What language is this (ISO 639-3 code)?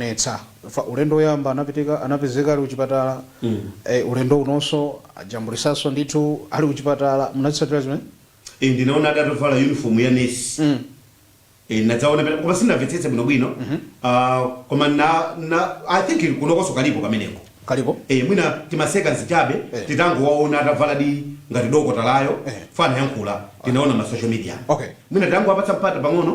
nya